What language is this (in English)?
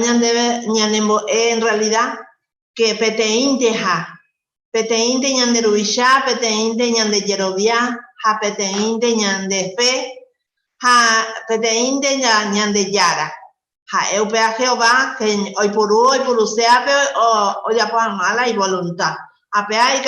Guarani